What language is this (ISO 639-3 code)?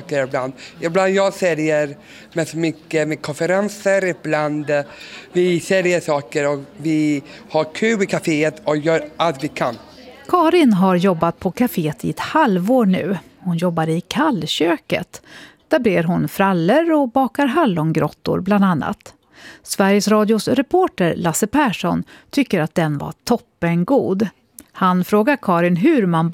swe